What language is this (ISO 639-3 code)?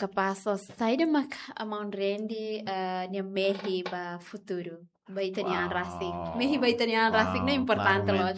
tet